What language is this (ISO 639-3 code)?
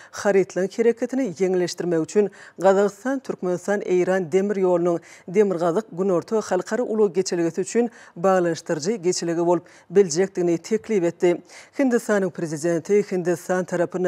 tuk